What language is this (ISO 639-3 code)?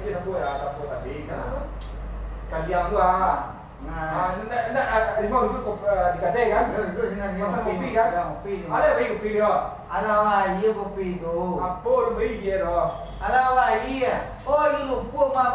min